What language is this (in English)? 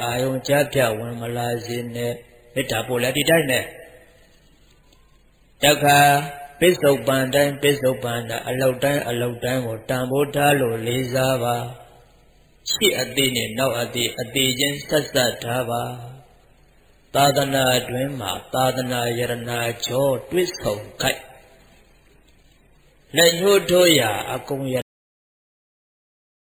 Burmese